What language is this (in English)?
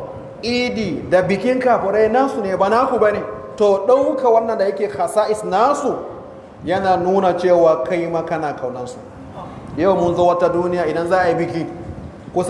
Hausa